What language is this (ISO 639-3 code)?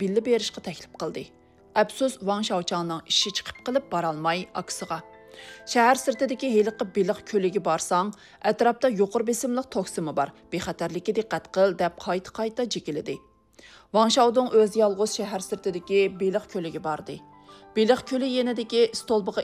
uig